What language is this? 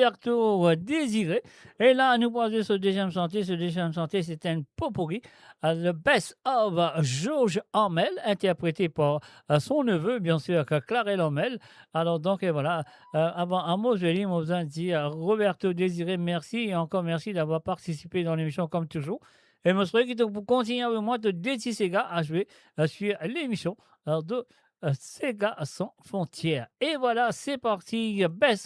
Morisyen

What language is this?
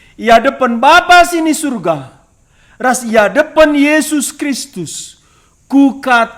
Batak Karo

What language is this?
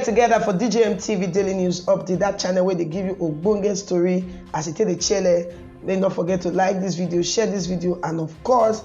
Nigerian Pidgin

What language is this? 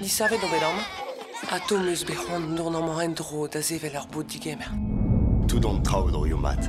Breton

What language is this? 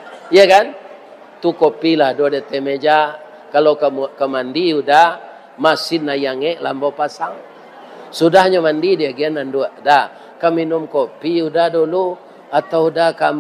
Minangkabau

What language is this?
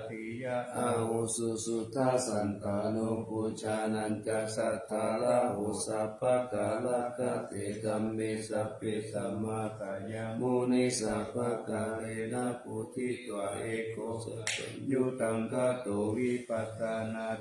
Pali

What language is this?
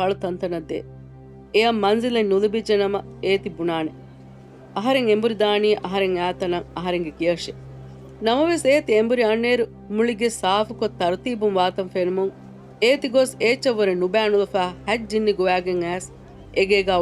Divehi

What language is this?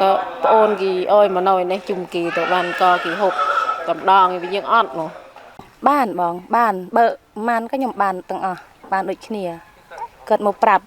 Khmer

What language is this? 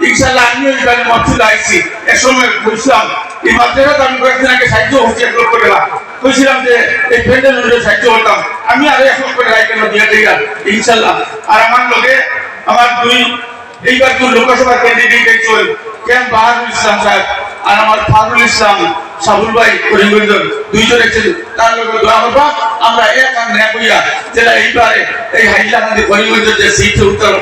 Sylheti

